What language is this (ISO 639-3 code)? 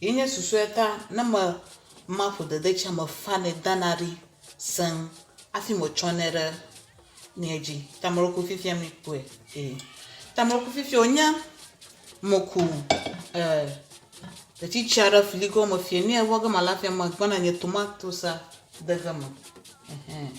ewe